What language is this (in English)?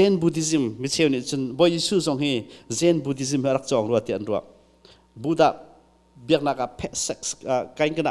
Hakha Chin